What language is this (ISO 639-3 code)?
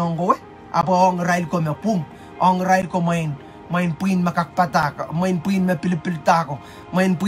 pon